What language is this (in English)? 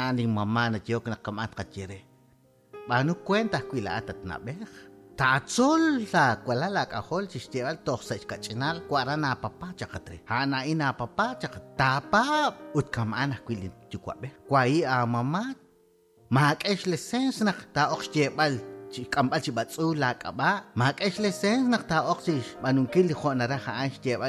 Kekchí